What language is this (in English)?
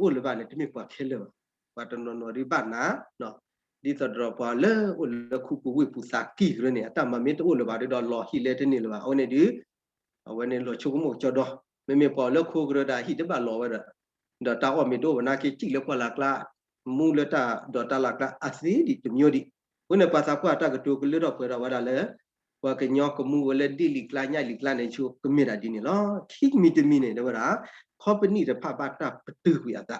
S'gaw Karen